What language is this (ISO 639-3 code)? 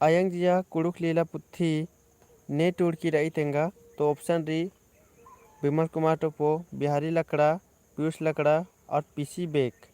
kru